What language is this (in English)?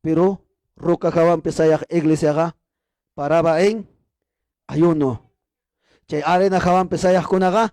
Ayacucho Quechua